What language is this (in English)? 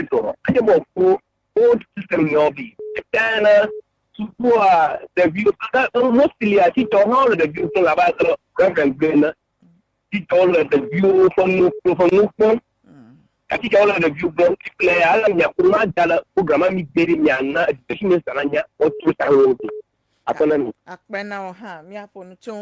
Ewe